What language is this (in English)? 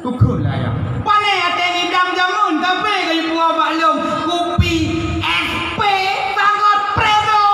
Achinese